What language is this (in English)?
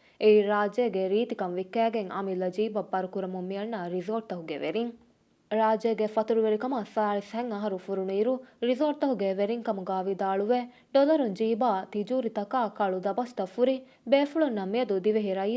Divehi